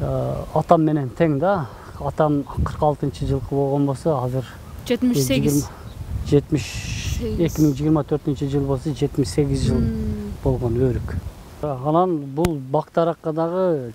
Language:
Kyrgyz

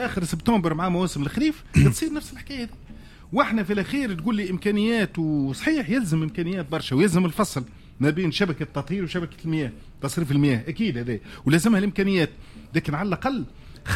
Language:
Tunisian Arabic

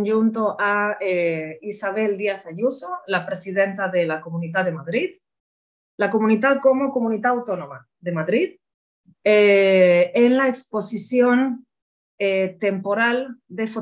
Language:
Ladino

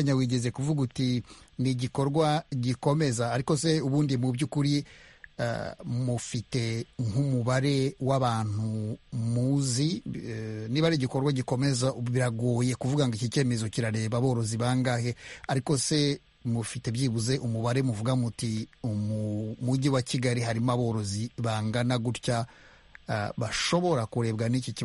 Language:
Kinyarwanda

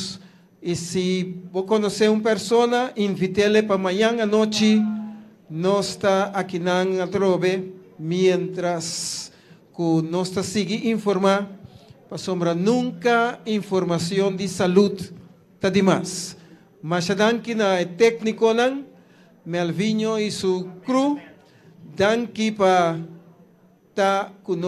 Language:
Papiamento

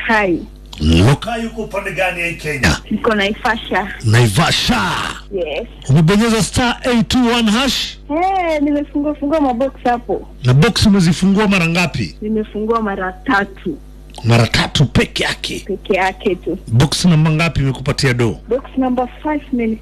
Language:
Swahili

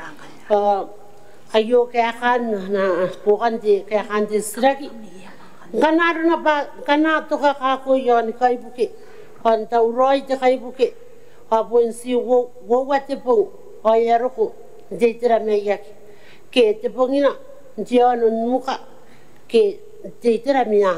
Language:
Gilbertese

